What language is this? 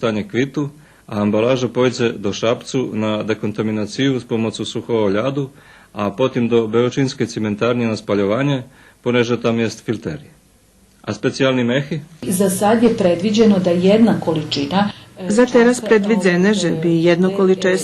Rusyn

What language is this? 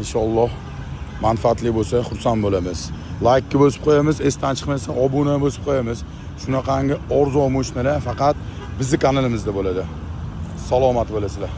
Uzbek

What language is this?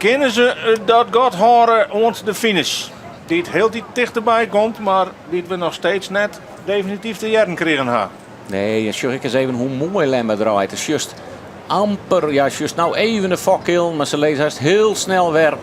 Western Frisian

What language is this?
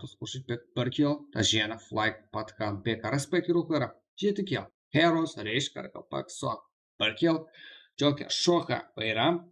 Kara-Kalpak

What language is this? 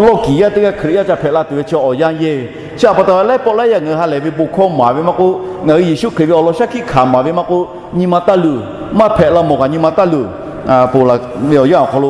Lahu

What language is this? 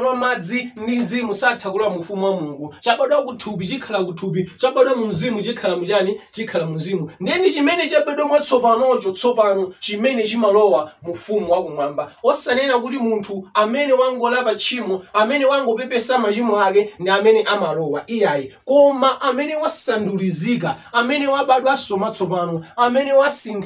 Nyanja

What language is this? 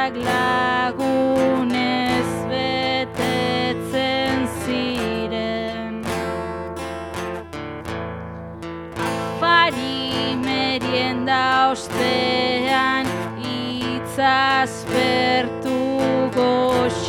Basque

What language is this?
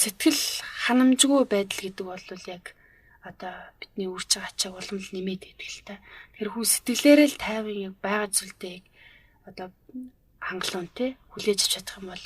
Mongolian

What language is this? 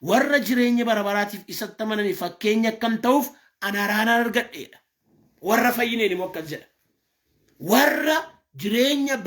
Oromo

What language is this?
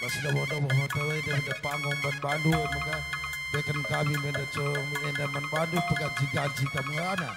Batak Karo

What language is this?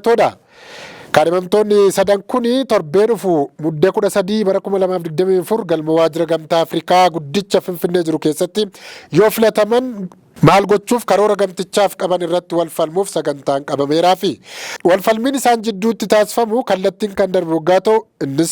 Oromo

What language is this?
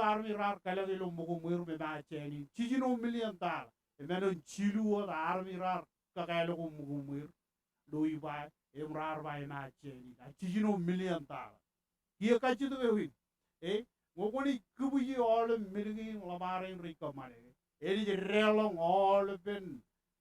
Marshallese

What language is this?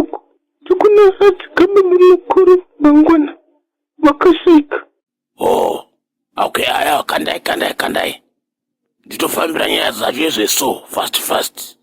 Shona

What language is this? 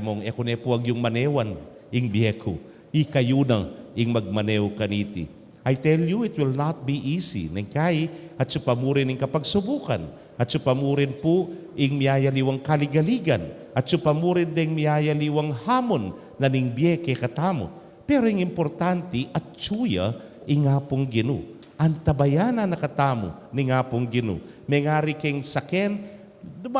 Pampanga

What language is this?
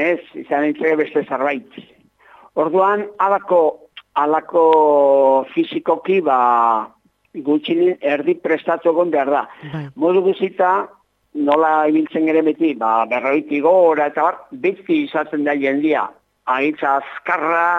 Basque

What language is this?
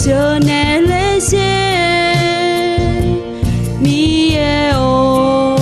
Akha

